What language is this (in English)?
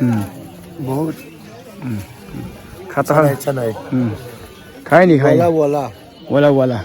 Mizo